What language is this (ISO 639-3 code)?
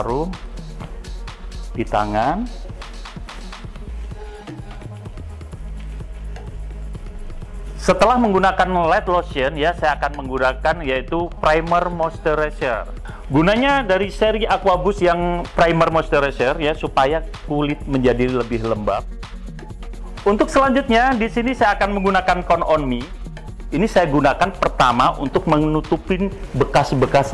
ind